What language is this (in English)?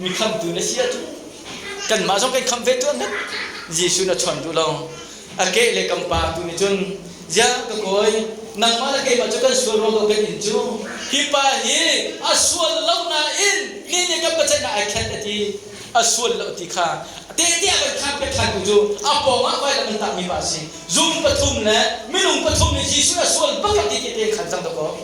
Hakha Chin